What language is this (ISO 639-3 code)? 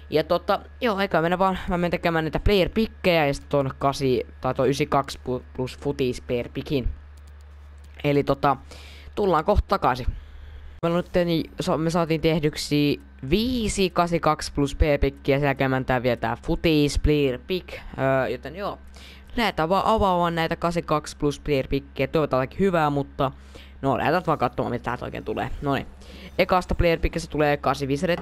fin